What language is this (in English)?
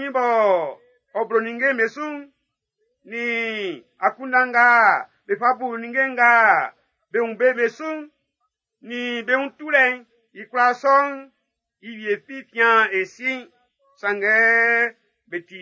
Baoulé